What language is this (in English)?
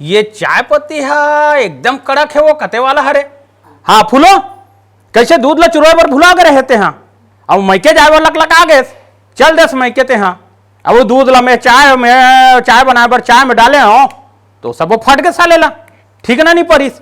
Chhattisgarhi